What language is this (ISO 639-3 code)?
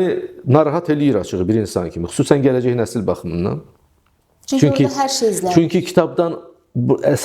aze